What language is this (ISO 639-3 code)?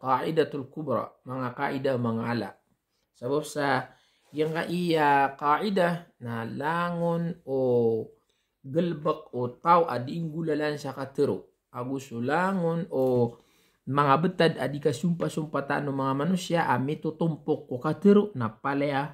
mrw